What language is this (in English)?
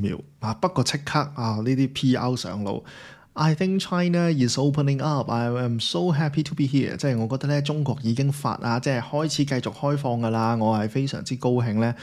Cantonese